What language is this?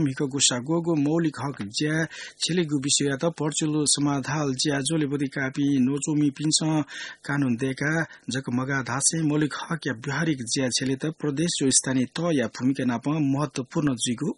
Newari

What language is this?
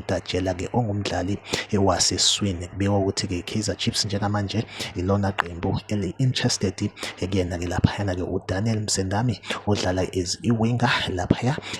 Zulu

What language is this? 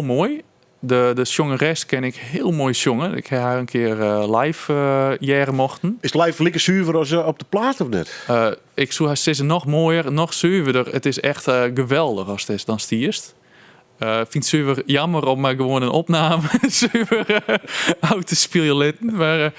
Western Frisian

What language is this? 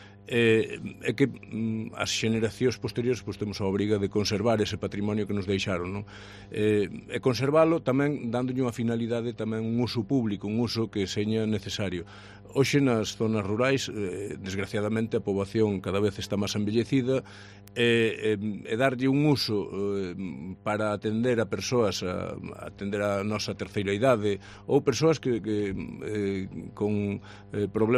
Galician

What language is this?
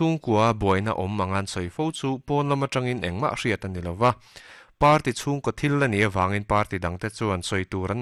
Mizo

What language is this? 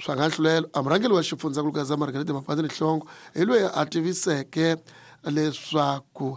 Tsonga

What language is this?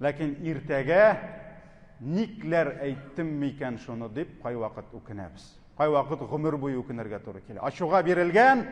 Tatar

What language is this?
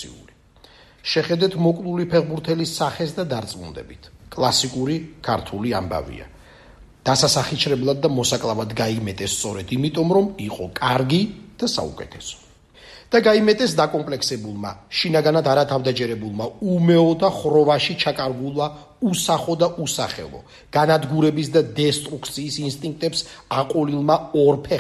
Georgian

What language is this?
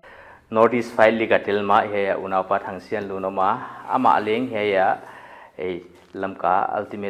Paite Chin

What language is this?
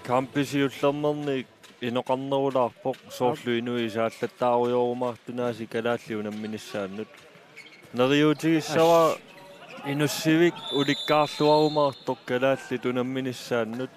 Kalaallisut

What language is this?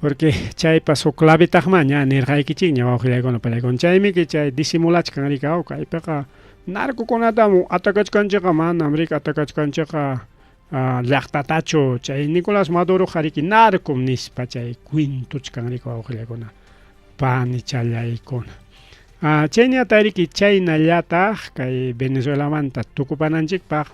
Ayacucho Quechua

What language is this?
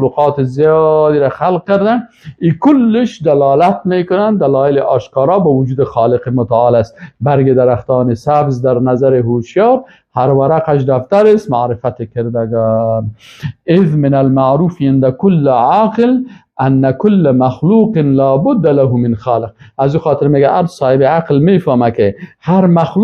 Persian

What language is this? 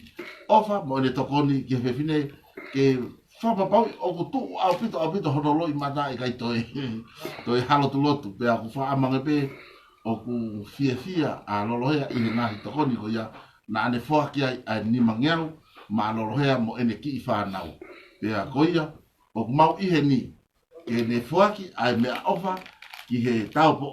Tongan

